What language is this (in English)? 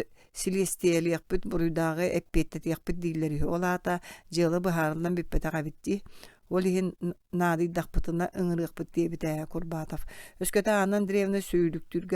Yakut